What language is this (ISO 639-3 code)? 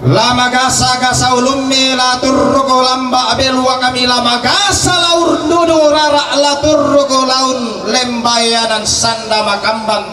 sda